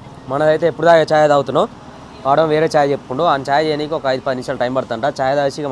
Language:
Telugu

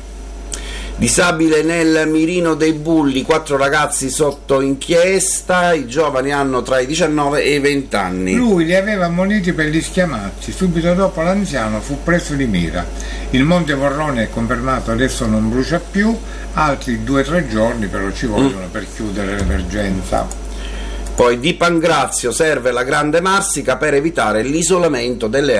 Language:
Italian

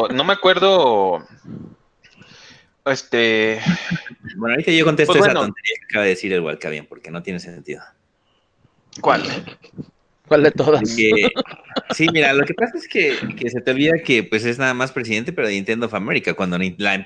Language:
Spanish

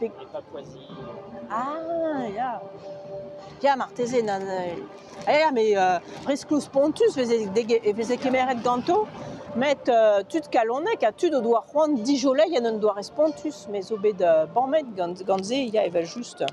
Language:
Breton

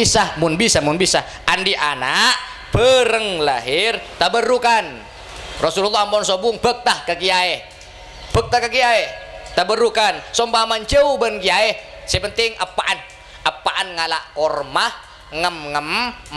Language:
Madurese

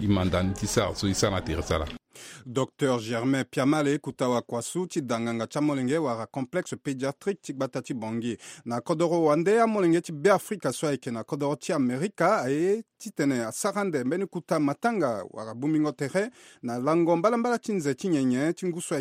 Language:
Sango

